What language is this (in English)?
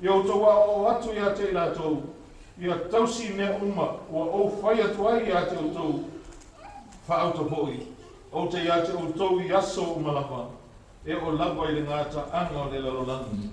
Samoan